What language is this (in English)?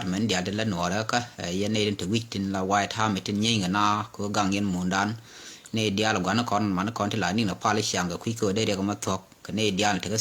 Nuer